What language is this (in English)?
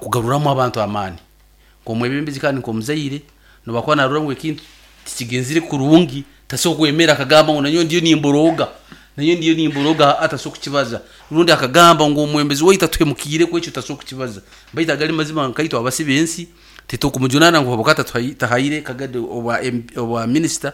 Nyankole